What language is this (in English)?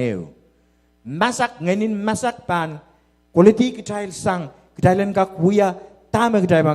Pohnpeian